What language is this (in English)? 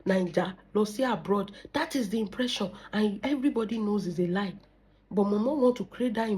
Yoruba